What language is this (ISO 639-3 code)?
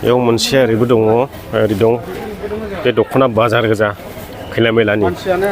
brx